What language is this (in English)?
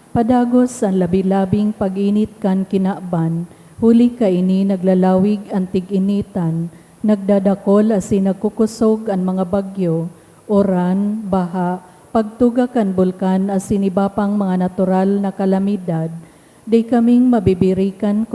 Bikol